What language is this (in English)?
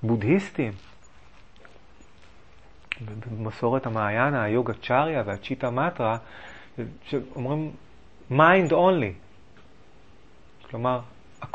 Hebrew